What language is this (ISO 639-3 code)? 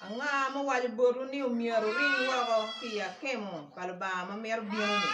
ach